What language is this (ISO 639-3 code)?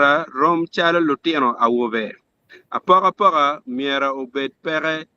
ach